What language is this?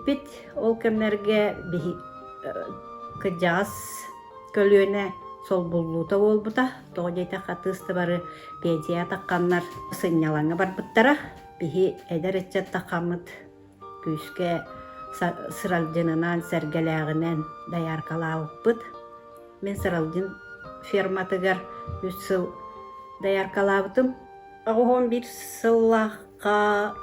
Yakut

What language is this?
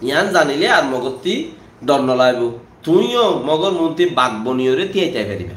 Rohingya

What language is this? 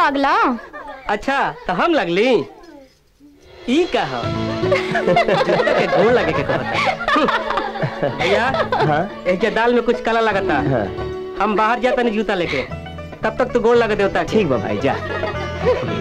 Bhojpuri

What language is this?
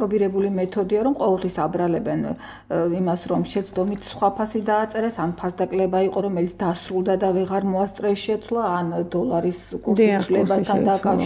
Georgian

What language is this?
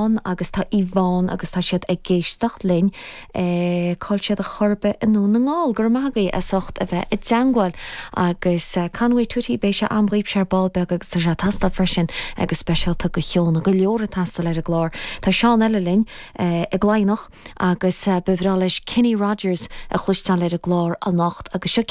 Irish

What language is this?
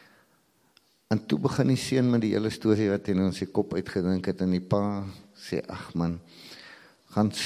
Afrikaans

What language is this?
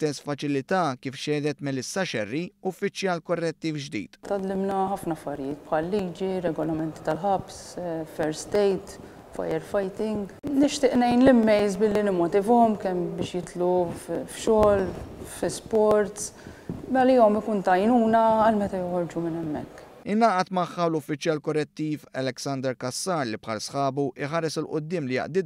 Maltese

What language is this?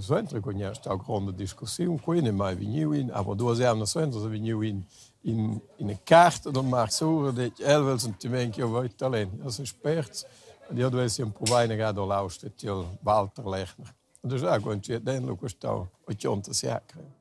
Romansh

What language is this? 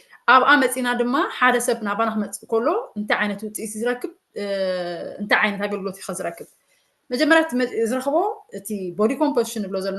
Tigrinya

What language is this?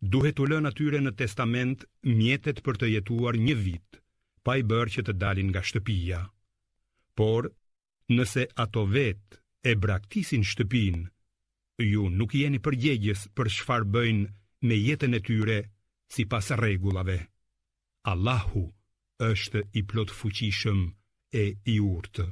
Albanian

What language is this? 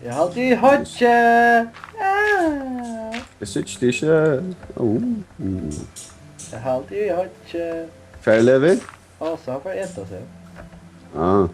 Faroese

